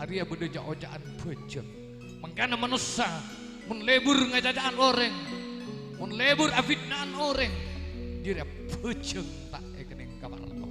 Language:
Madurese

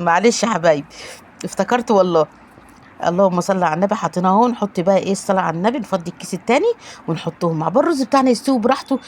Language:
Egyptian Arabic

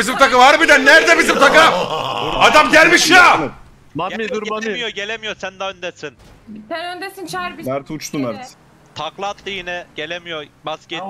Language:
Turkish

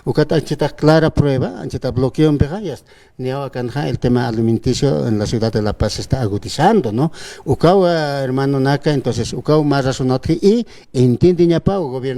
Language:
Aymara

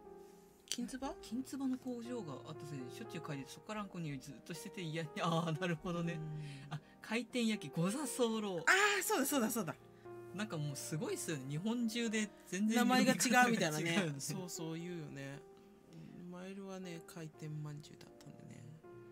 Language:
Japanese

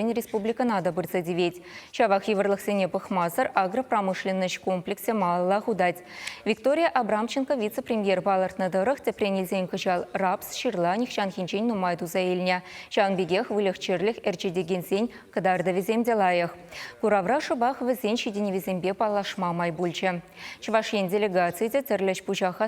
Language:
Chuvash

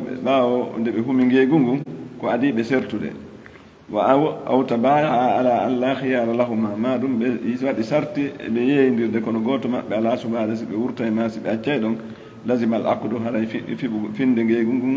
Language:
Pular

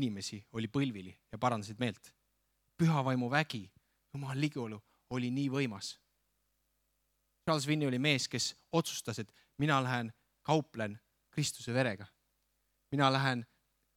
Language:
Estonian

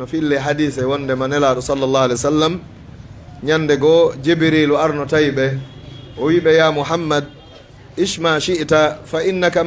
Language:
Fula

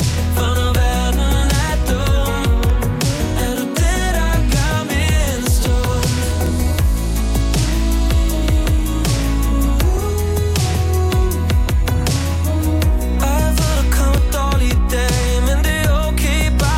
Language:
Danish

